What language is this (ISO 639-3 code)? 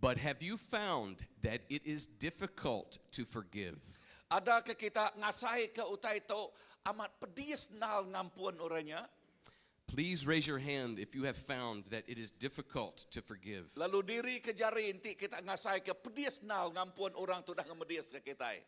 iba